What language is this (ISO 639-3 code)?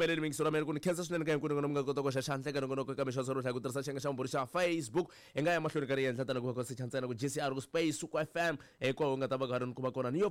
tso